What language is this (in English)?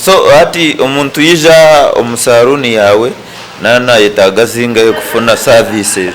Nyankole